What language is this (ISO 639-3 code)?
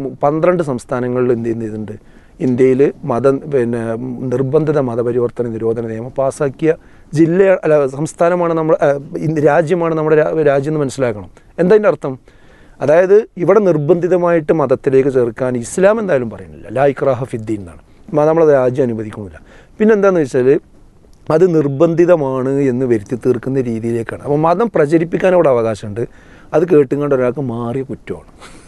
mal